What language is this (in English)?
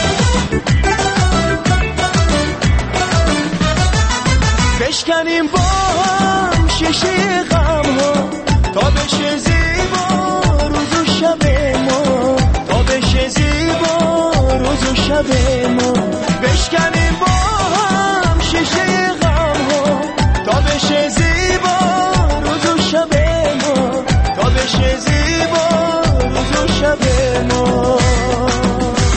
Persian